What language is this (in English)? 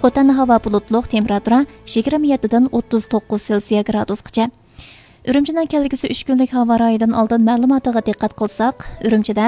Uyghur